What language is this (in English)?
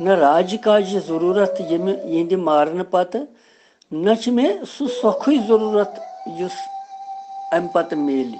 Kashmiri